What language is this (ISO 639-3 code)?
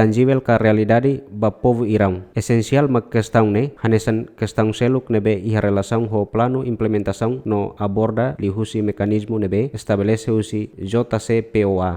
tet